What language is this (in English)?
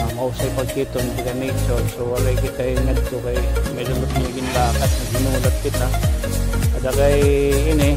Waray